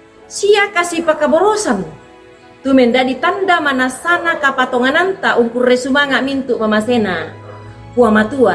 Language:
Toraja-Sa'dan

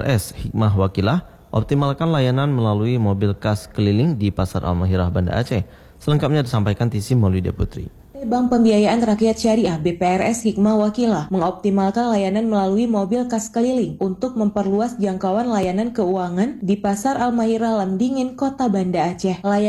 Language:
Indonesian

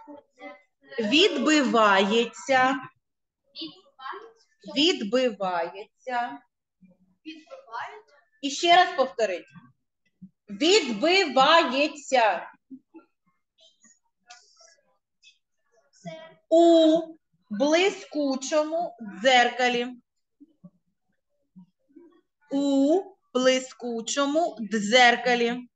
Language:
Ukrainian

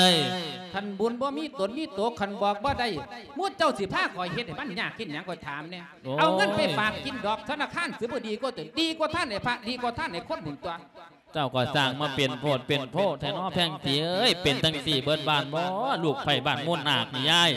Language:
Lao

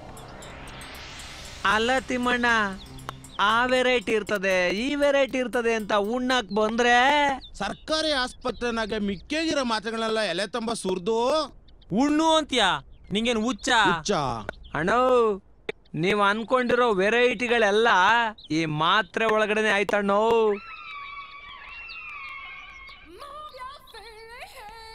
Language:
Kannada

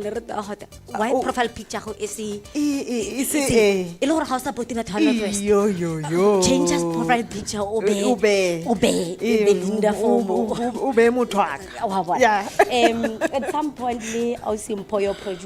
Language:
Tswana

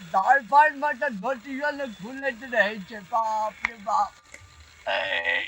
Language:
Maithili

